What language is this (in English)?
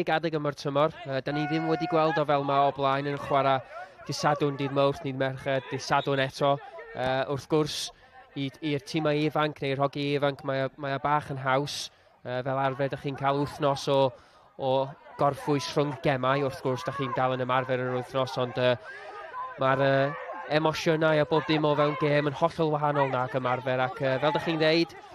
Welsh